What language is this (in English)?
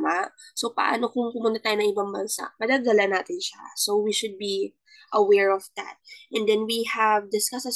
Filipino